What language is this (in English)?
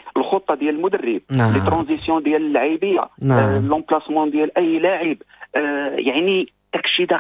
Moroccan Arabic